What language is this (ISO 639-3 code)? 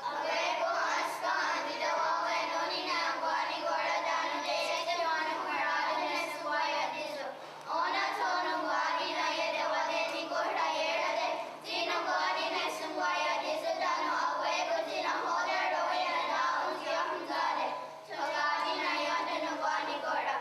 moh